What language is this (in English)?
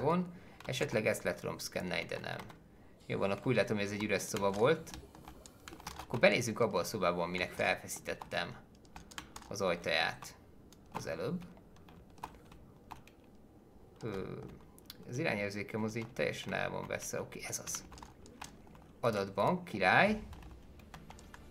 Hungarian